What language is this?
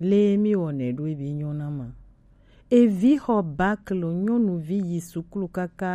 Gen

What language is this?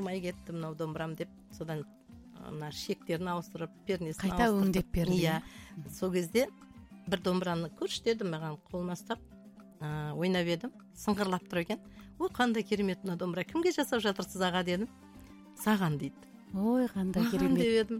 Kazakh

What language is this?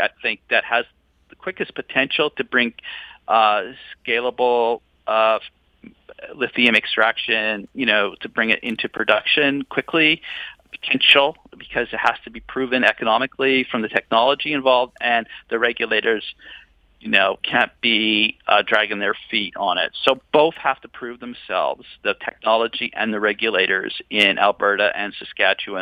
English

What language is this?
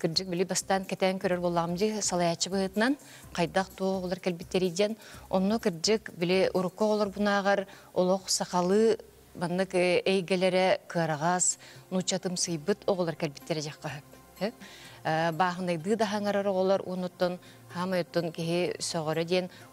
Yakut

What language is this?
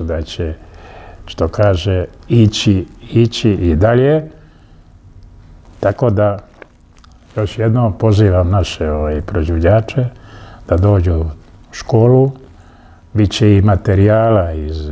Serbian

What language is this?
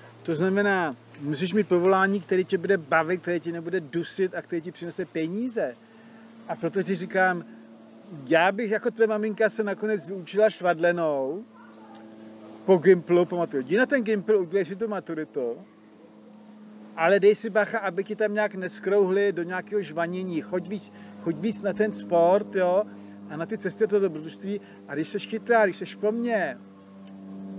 Czech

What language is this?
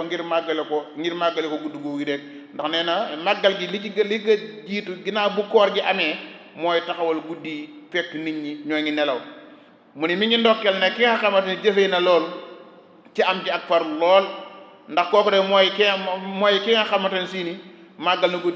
Wolof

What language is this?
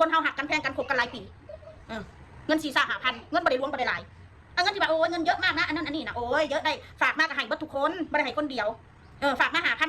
Northeastern Thai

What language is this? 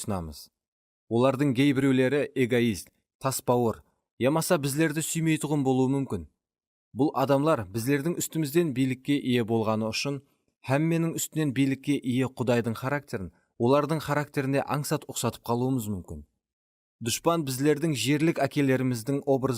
Kara-Kalpak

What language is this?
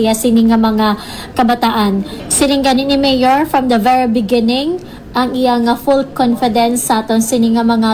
Hiligaynon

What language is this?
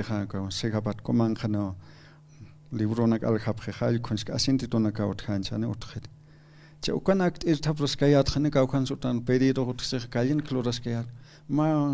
Aymara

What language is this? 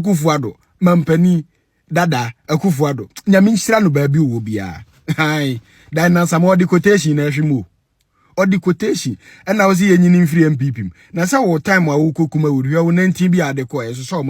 Akan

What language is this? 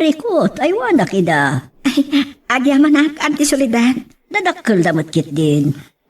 Iloko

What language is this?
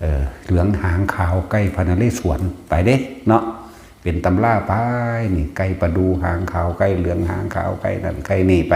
Northeastern Thai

